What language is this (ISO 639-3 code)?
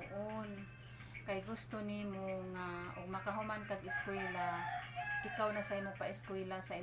ceb